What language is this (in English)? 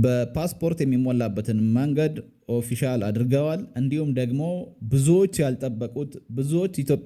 Amharic